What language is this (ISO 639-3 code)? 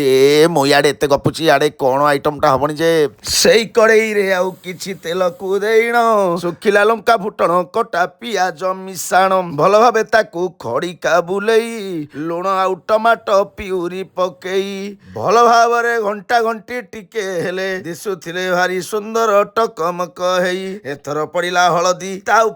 ori